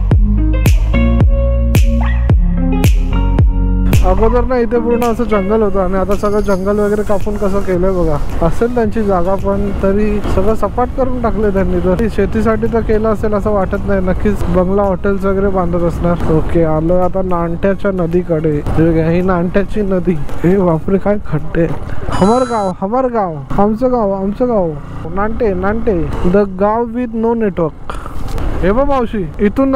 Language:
Marathi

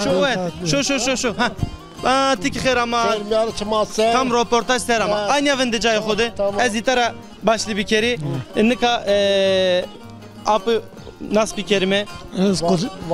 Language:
Zaza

